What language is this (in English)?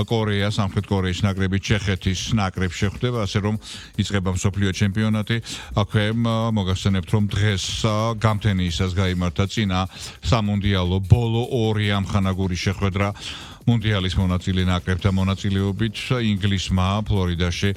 Georgian